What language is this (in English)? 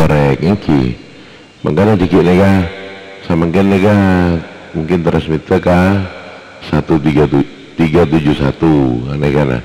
Madurese